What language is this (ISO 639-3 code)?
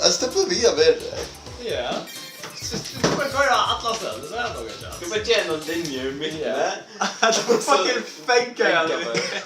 fao